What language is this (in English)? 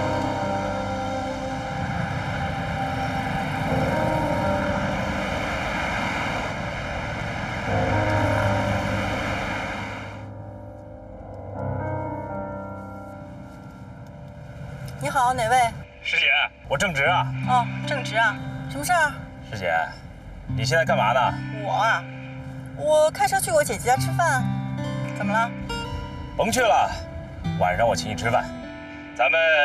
Chinese